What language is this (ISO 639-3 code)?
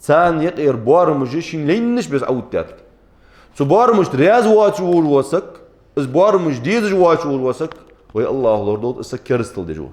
inh